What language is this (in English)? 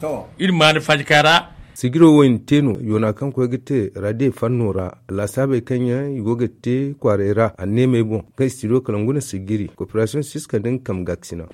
Zarma